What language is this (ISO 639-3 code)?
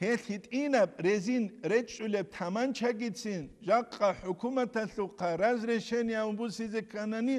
ava